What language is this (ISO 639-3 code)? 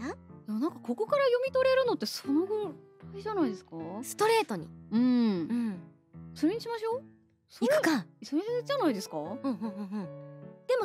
jpn